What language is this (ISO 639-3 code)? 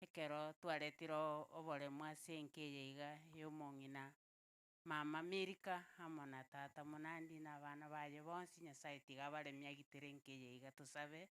guz